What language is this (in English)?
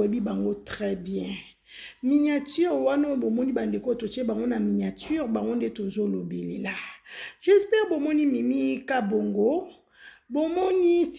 Lingala